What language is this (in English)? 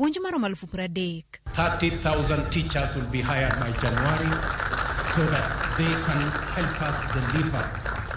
Luo (Kenya and Tanzania)